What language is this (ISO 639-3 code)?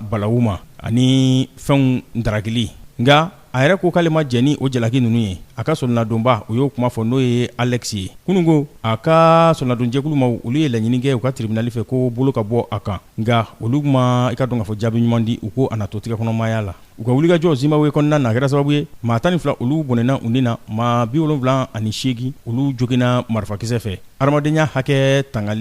bam